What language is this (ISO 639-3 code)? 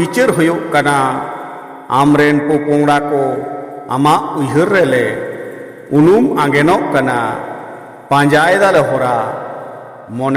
sat